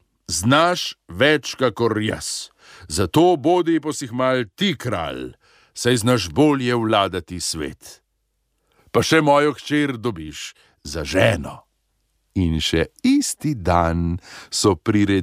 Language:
Slovenian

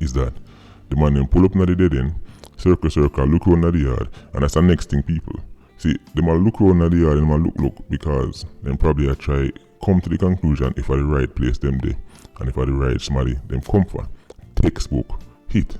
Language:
Jamaican Creole English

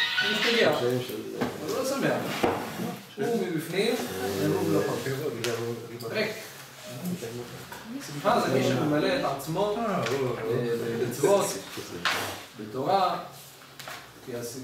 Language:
Hebrew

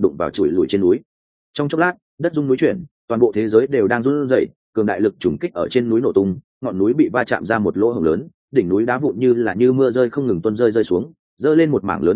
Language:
Vietnamese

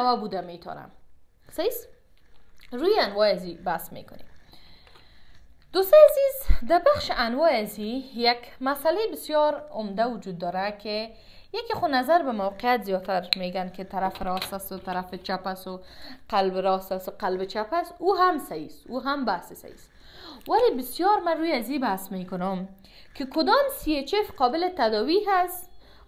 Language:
Persian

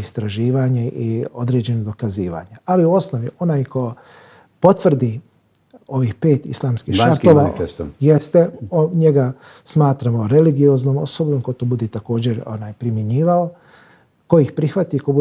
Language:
Bosnian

